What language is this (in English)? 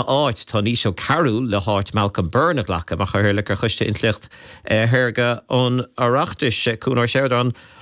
Irish